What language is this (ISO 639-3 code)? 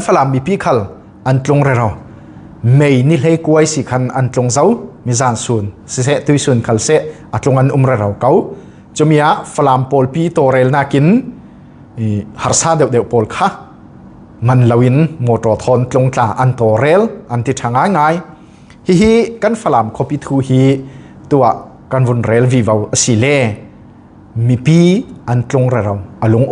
cfm